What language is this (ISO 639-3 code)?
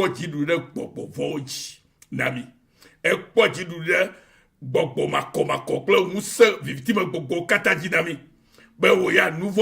ewe